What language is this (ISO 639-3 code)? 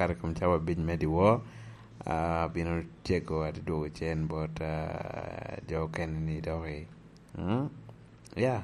laj